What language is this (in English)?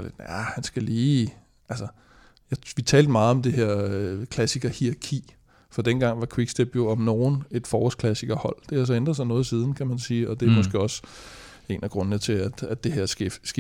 Danish